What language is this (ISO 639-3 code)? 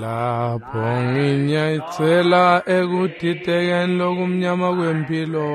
ssw